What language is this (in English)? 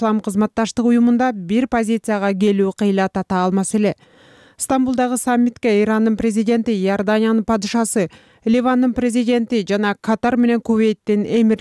Kyrgyz